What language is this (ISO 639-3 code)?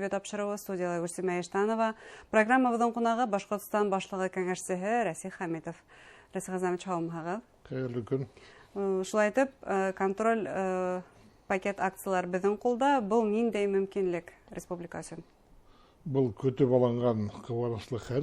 bak